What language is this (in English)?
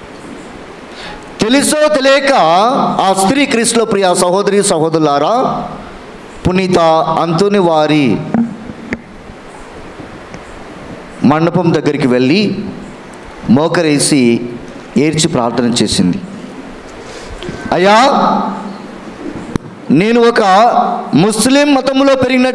Telugu